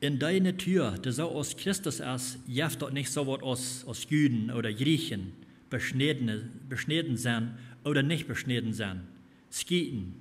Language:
Plautdietsch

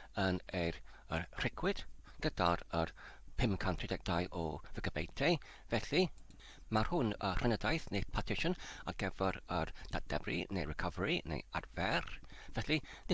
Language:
Welsh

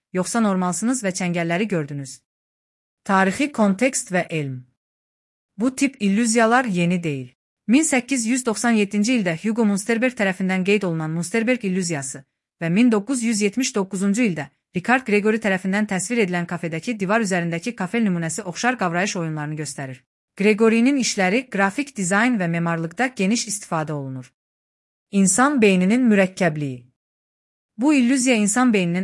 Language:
Azerbaijani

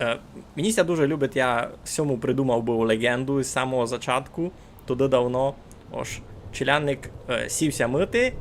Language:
Rusyn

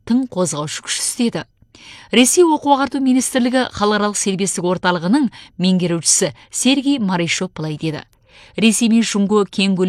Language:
Kazakh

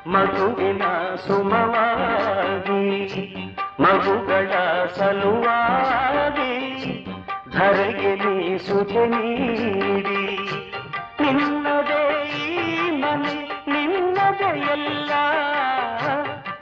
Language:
Kannada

